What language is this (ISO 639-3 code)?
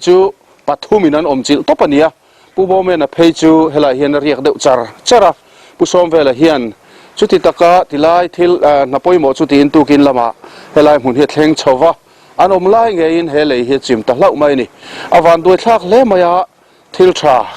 lus